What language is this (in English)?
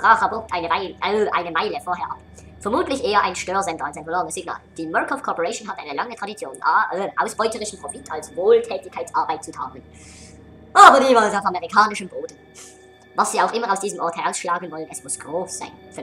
Swiss German